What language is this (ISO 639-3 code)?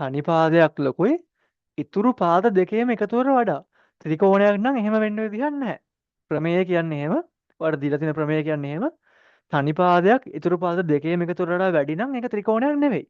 sin